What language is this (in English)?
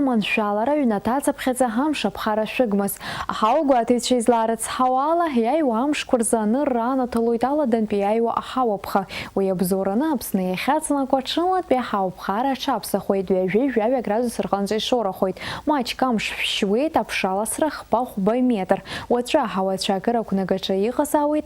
Abkhazian